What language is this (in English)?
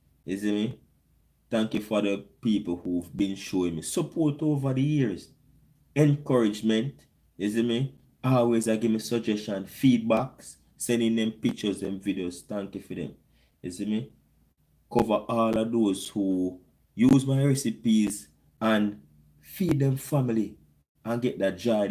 Jamaican Creole English